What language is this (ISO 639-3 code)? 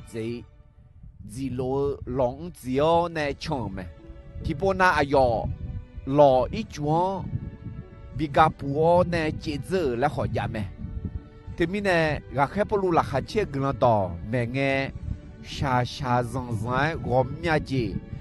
ahk